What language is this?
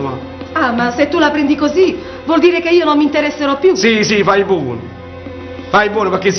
Neapolitan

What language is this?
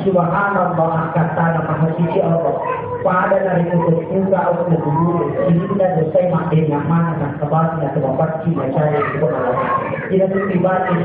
Buginese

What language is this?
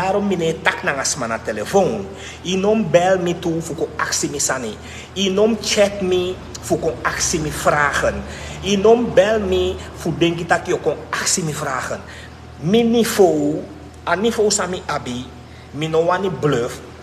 Sranan Tongo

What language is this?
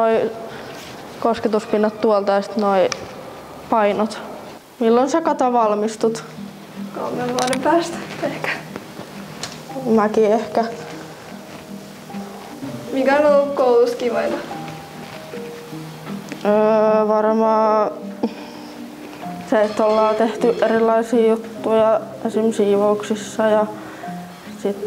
Finnish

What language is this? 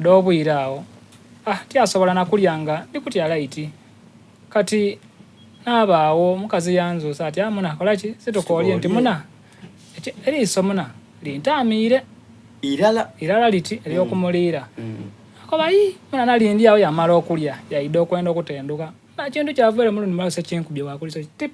Soga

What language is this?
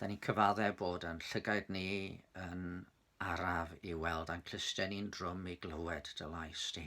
Welsh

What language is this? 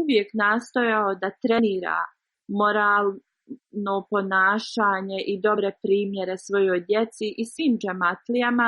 Bosnian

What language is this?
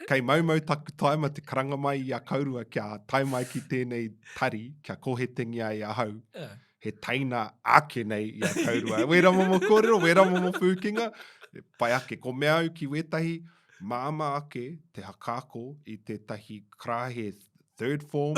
Māori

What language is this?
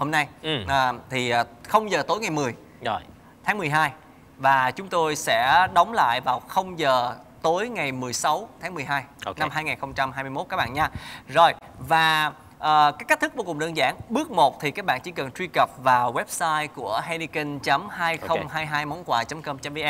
Vietnamese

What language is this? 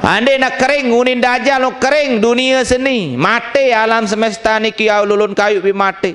Sasak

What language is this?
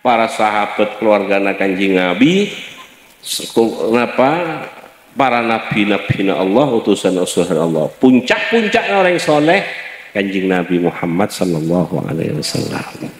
Madurese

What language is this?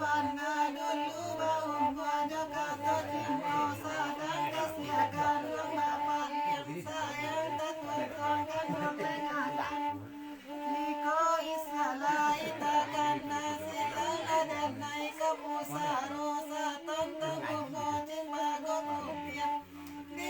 Minangkabau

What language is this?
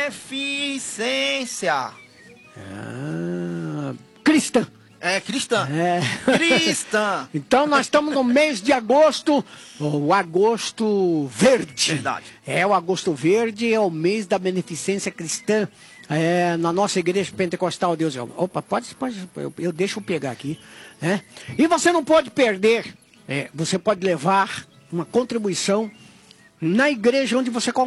Portuguese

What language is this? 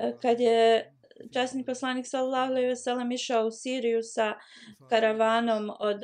Bosnian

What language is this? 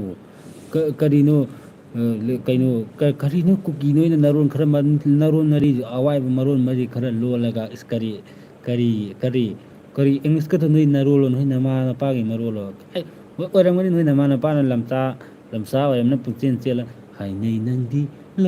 Manipuri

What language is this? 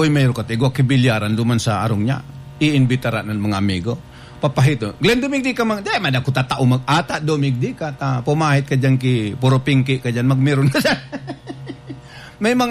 Bikol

